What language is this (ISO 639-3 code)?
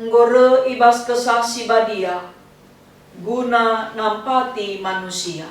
btx